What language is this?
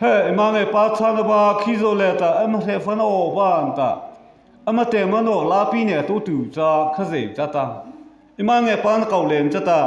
Mara Chin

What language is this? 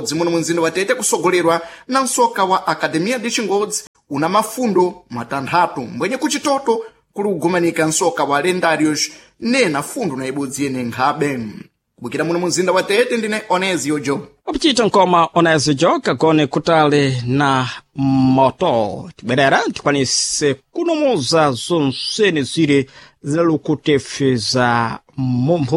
Sena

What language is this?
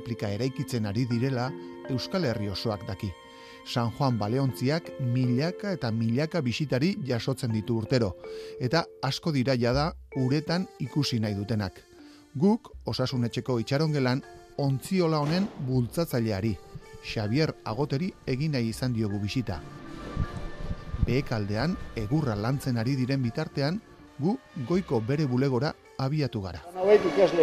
Basque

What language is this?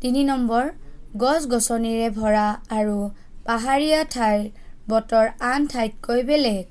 Assamese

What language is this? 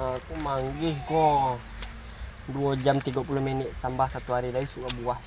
Minangkabau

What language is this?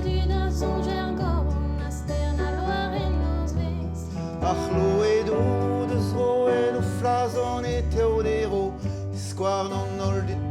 Breton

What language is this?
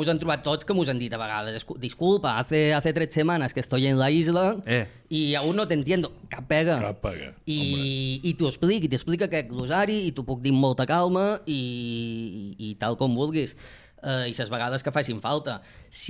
Catalan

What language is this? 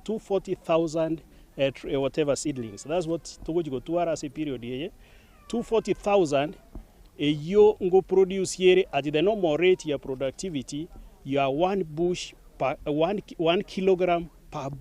Gusii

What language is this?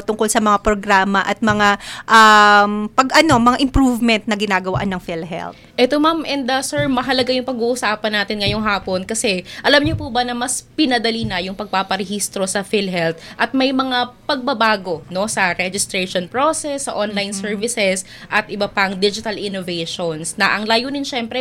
Filipino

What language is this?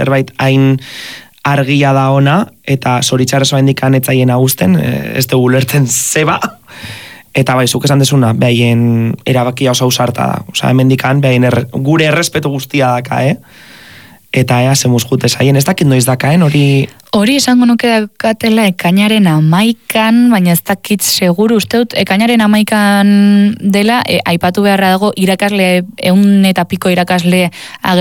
Basque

